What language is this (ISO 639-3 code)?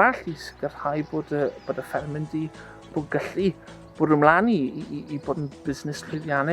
cym